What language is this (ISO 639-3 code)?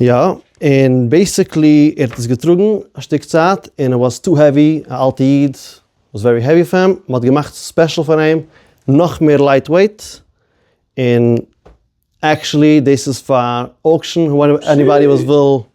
yid